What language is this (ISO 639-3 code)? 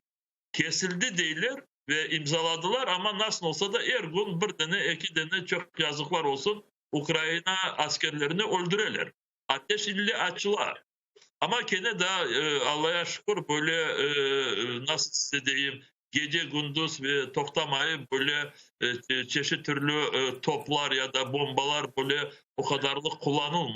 crh